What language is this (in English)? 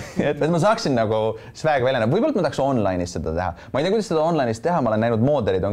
Estonian